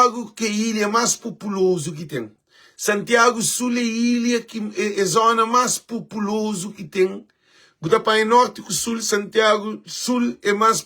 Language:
Kabuverdianu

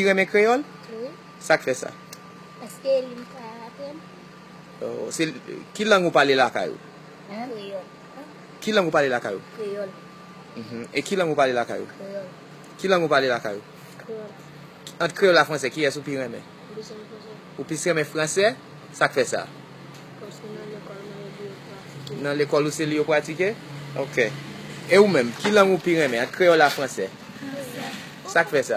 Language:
Haitian Creole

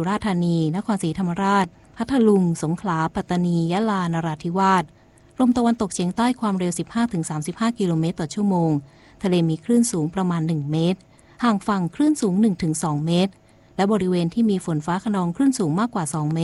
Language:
Thai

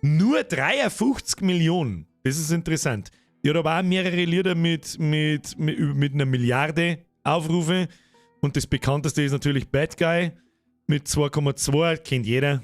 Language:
Bavarian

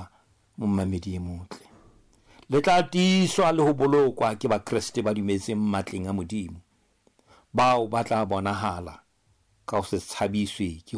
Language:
Southern Sotho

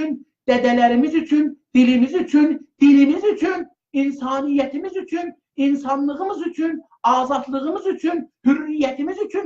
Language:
South Azerbaijani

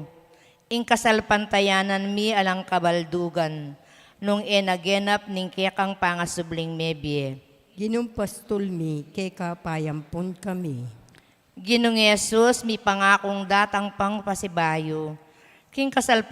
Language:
Pampanga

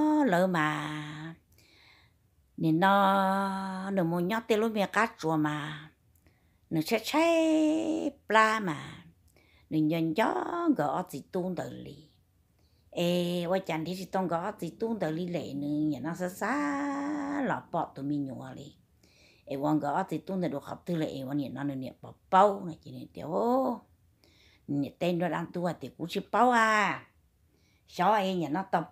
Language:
Vietnamese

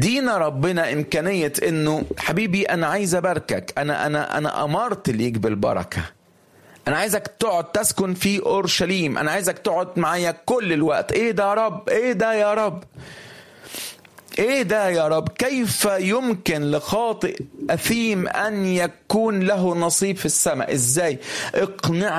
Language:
Egyptian Arabic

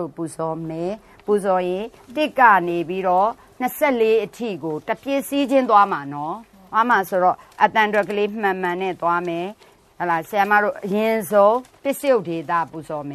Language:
Burmese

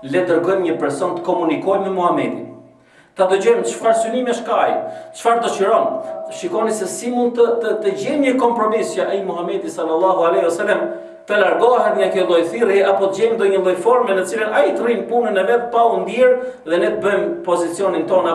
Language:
Albanian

